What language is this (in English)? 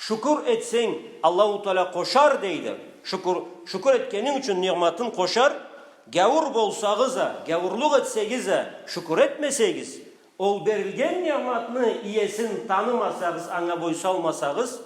Karachay-Balkar